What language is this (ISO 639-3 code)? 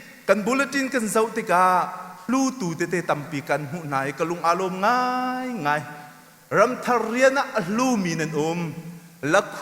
cnh